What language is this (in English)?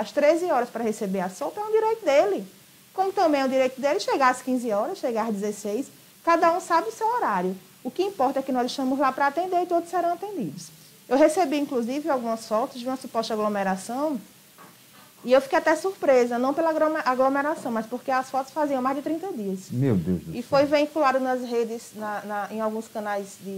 Portuguese